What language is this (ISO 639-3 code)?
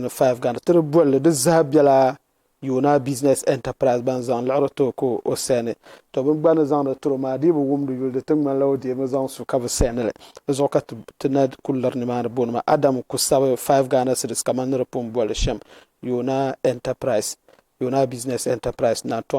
dag